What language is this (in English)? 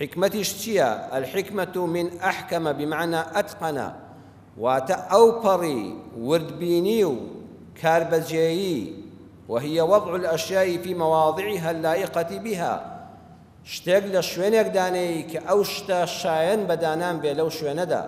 Central Kurdish